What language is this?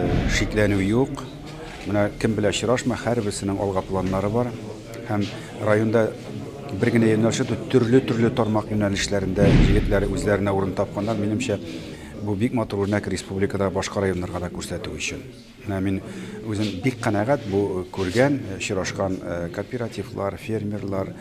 Tatar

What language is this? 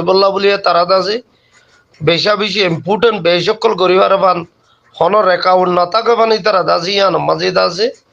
Rohingya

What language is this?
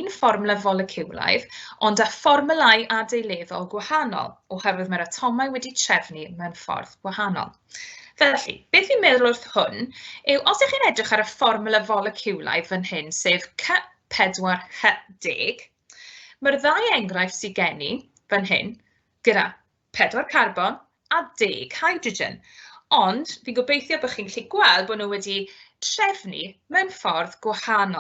Welsh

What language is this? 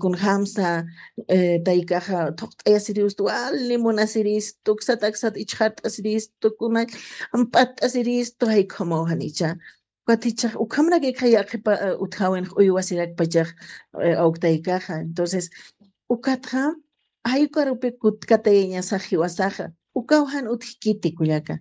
Aymara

